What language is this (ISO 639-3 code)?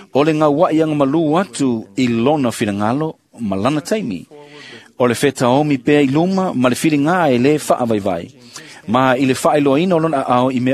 smo